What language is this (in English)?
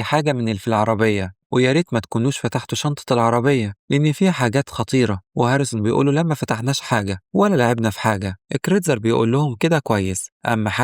Egyptian Arabic